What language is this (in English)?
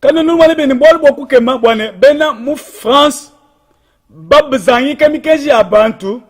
Luba-Lulua